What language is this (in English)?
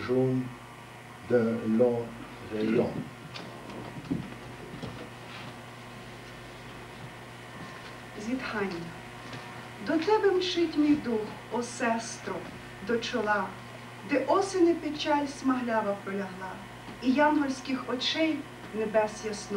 Ukrainian